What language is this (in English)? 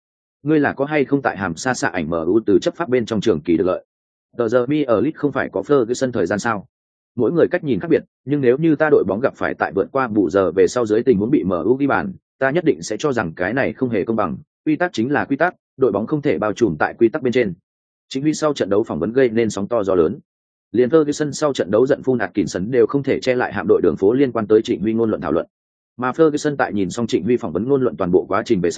Vietnamese